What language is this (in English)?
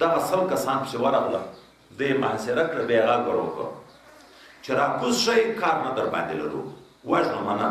Pashto